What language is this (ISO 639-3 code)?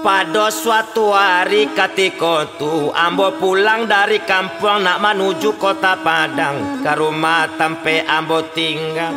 min